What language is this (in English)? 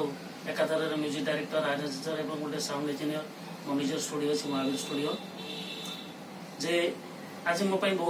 Odia